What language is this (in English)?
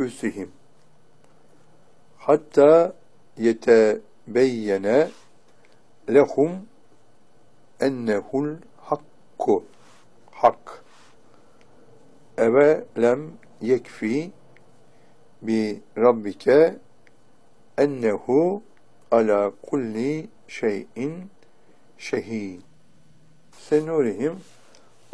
Turkish